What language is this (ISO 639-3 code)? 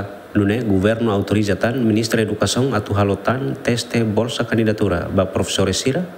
tet